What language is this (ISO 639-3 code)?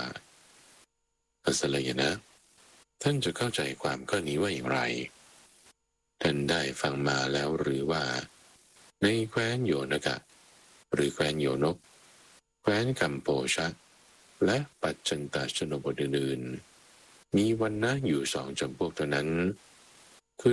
tha